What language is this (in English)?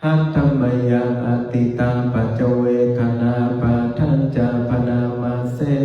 Pali